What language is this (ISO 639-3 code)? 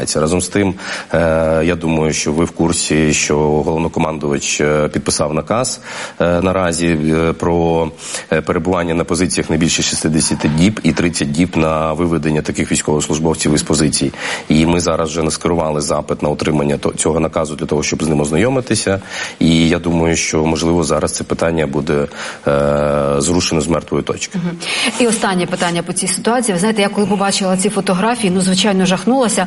ukr